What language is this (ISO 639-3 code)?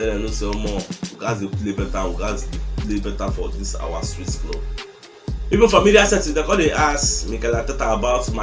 pcm